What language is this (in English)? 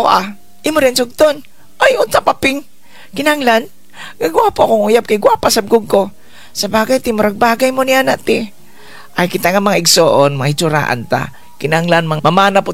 Cebuano